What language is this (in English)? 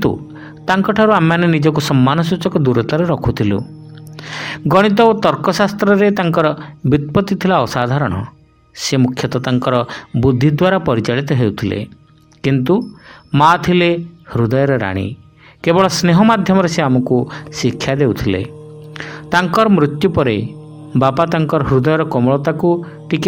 Odia